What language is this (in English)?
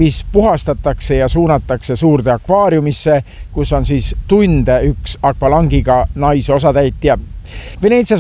Estonian